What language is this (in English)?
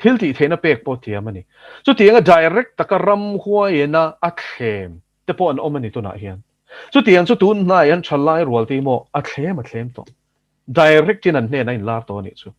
Mizo